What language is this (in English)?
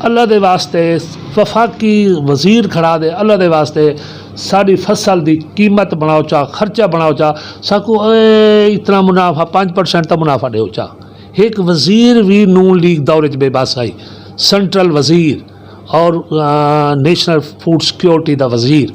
Saraiki